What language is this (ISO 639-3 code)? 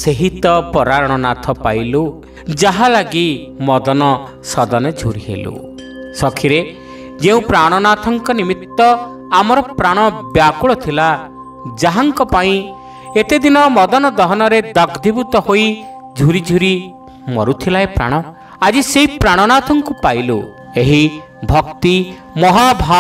ori